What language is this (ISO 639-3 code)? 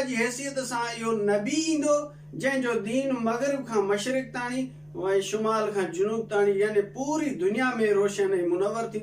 snd